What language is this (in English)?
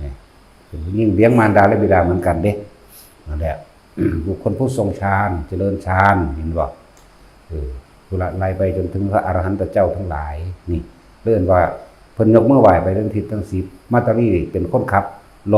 Northeastern Thai